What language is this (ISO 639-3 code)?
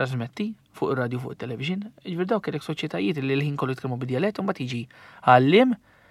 mlt